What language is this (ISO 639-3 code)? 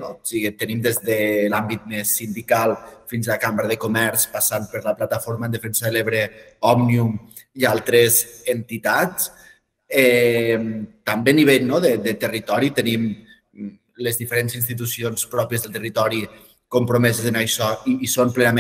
cat